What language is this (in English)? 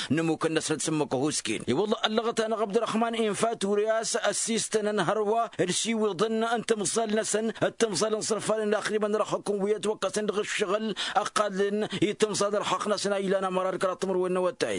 Tamasheq